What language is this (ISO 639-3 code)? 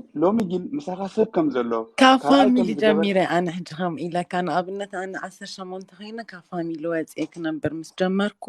tir